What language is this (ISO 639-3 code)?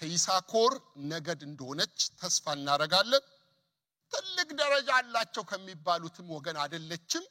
amh